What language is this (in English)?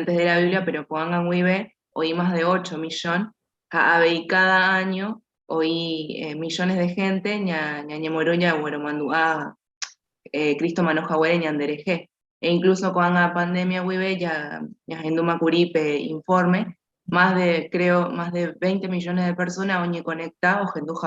Guarani